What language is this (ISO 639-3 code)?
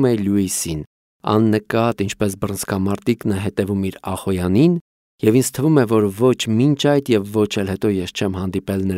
hye